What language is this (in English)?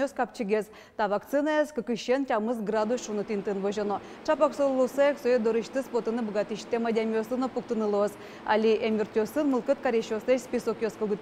Udmurt